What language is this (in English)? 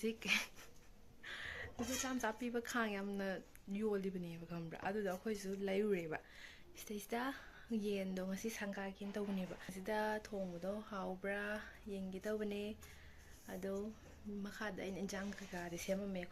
Manipuri